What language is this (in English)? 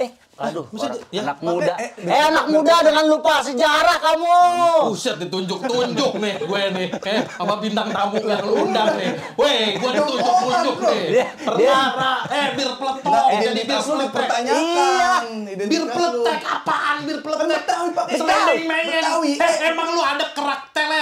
Betawi